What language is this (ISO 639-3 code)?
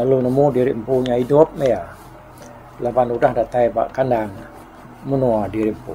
iba